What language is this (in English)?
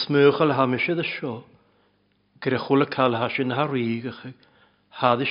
Welsh